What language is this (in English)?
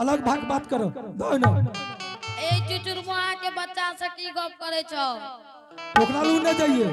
Angika